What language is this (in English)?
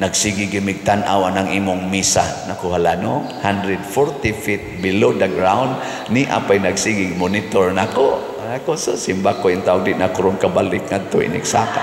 Cebuano